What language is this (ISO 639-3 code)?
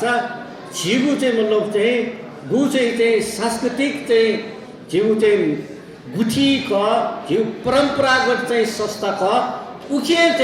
new